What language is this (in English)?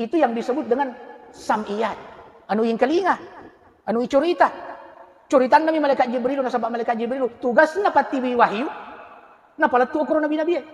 Buginese